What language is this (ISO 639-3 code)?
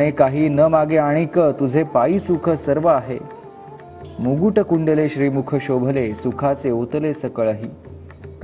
mar